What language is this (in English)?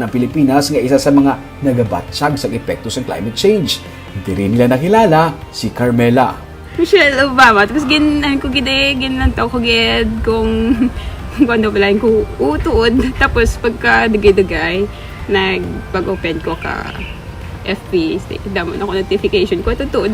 Hiligaynon